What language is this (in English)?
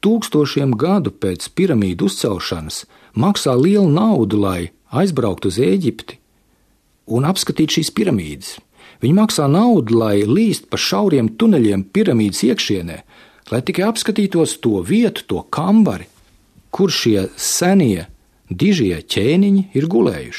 Latvian